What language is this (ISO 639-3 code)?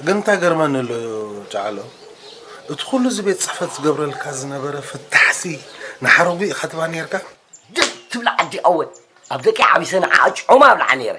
tir